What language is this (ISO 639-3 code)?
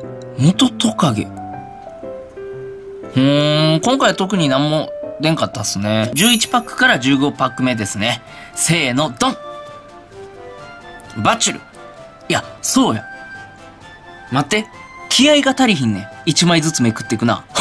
jpn